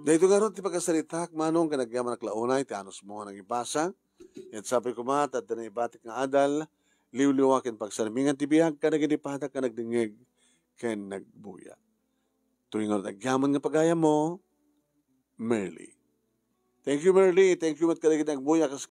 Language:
Iloko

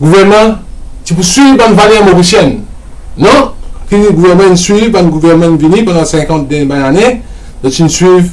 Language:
Morisyen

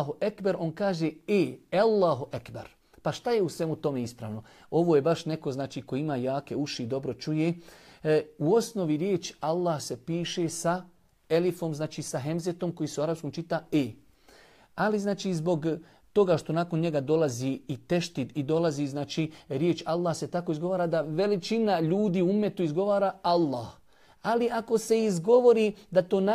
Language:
Bosnian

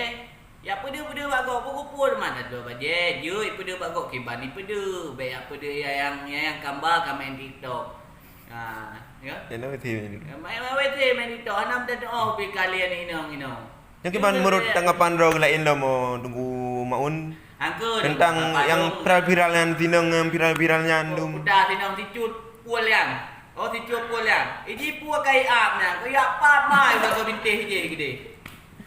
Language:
Achinese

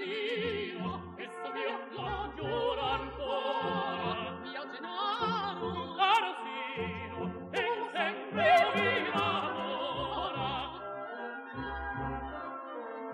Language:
Italian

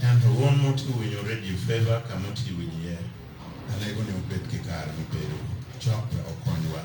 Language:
Acoli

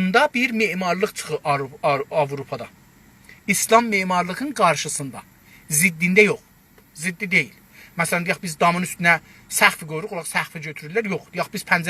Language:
South Azerbaijani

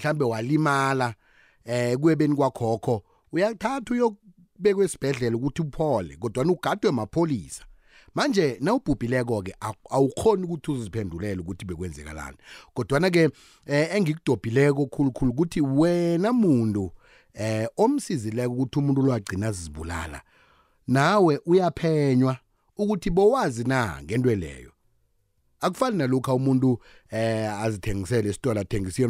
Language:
South Ndebele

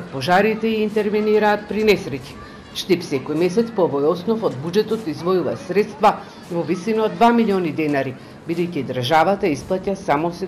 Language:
Macedonian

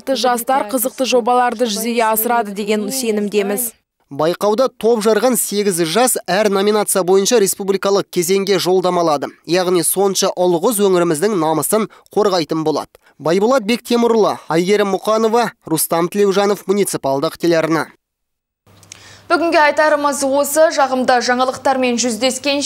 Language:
Kazakh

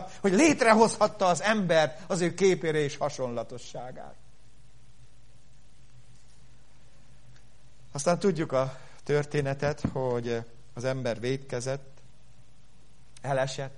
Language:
Hungarian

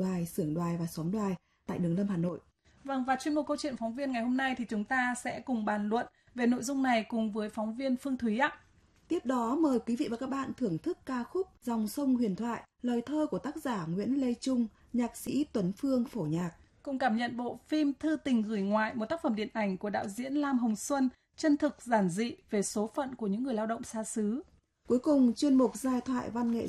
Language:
Vietnamese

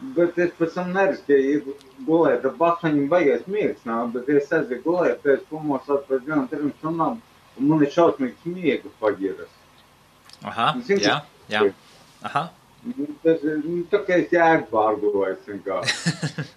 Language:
Latvian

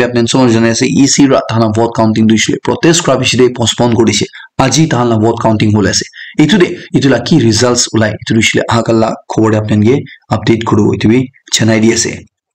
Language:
Naga Pidgin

